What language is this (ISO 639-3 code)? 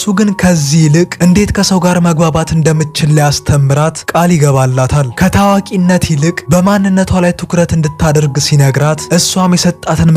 amh